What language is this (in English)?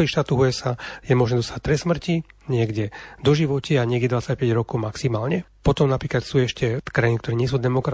Slovak